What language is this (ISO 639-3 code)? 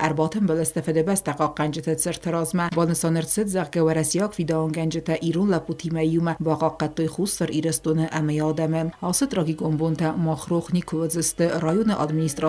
oss